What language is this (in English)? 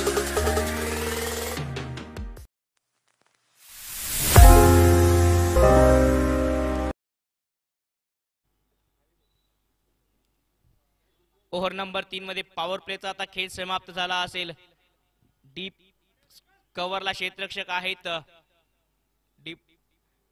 Marathi